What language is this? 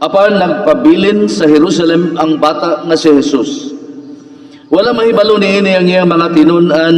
Cebuano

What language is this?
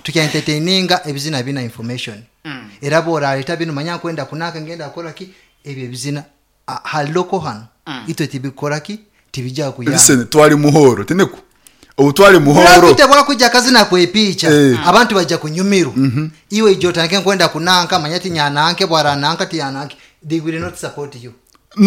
Nyoro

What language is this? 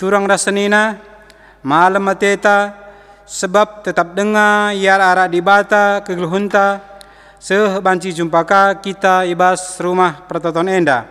Batak Karo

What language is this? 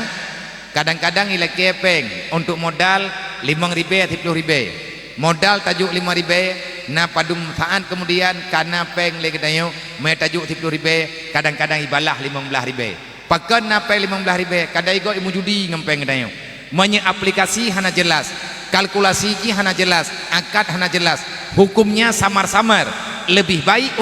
Achinese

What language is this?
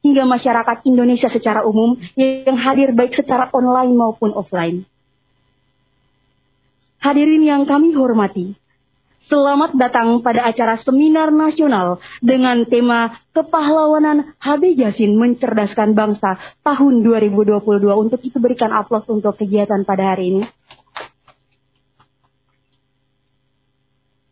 Indonesian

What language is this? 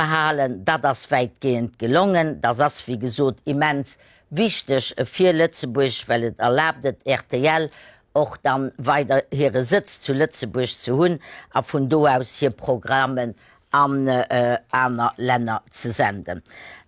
Luxembourgish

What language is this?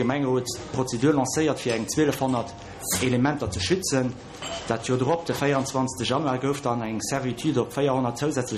Luxembourgish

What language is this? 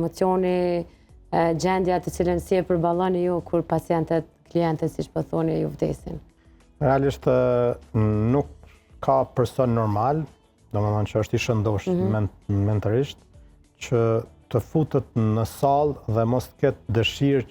Albanian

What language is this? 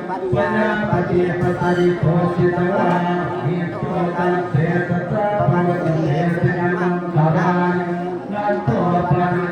Pali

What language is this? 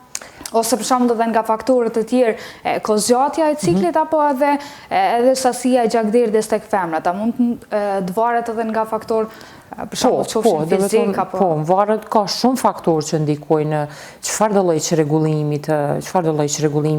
Albanian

